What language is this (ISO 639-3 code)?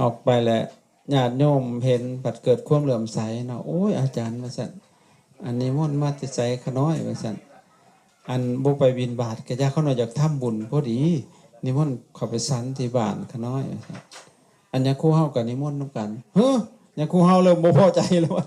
lao